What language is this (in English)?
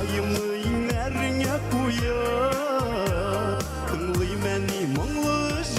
Bashkir